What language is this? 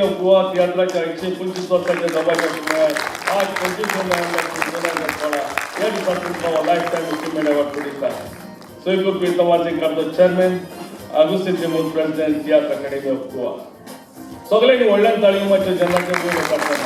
Konkani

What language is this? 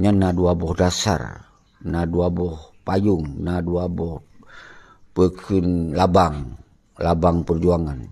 Achinese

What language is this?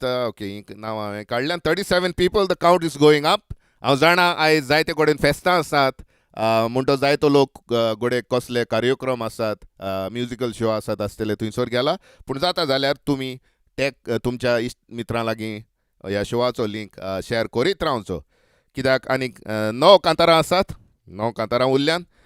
Konkani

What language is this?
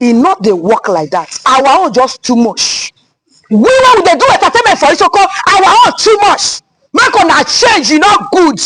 Nigerian Pidgin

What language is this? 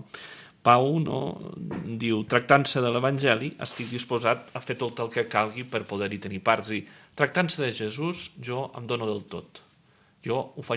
Catalan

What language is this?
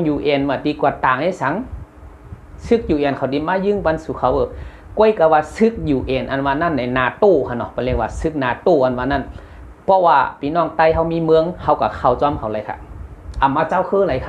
Shan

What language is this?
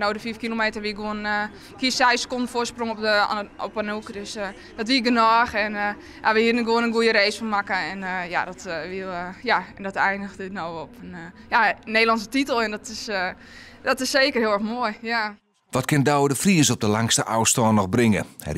Western Frisian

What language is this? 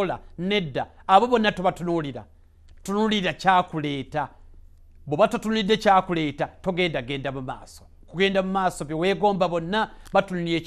Ganda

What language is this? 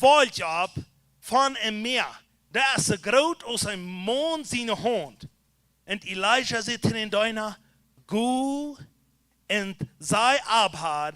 Plautdietsch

